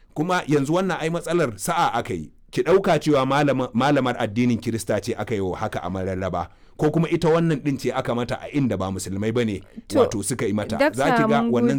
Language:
Hausa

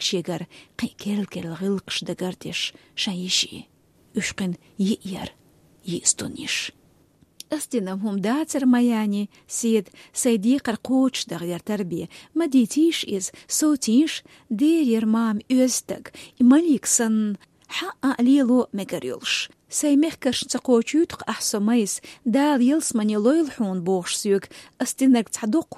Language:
Chechen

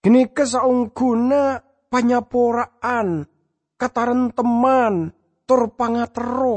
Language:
Madurese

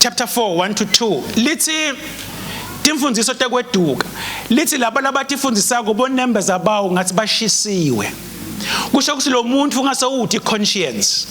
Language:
Swati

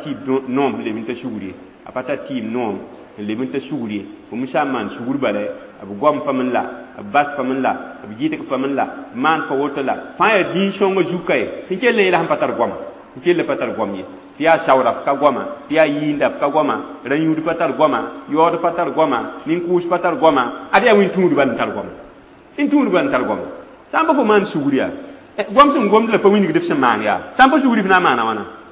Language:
Mossi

